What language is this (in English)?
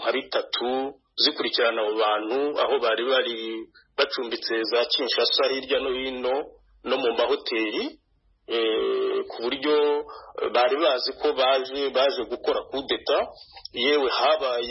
Kinyarwanda